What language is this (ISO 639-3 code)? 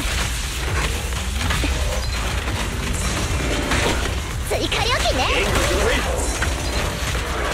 jpn